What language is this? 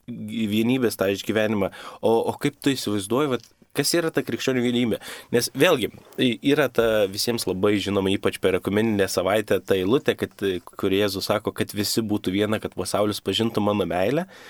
Lithuanian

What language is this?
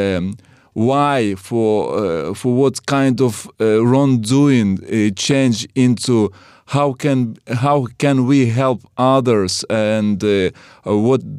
Finnish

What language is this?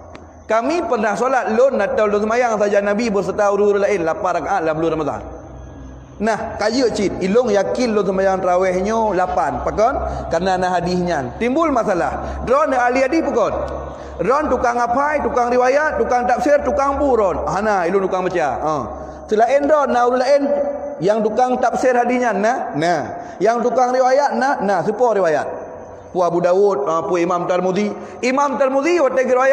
Achinese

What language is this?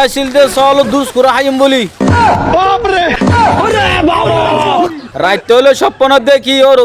Rohingya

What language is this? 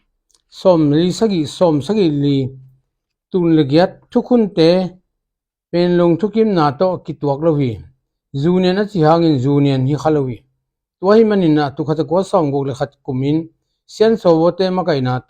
Tedim Chin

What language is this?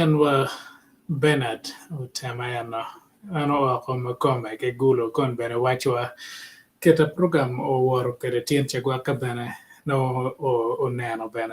Acoli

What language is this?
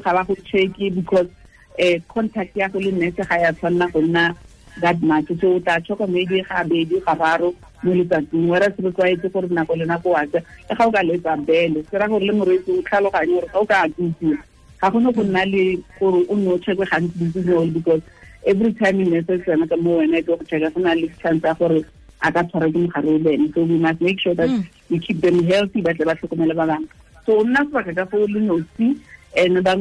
Tswana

